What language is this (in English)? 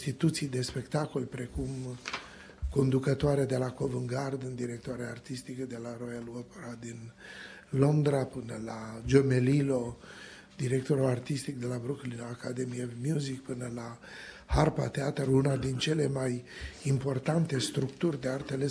Romanian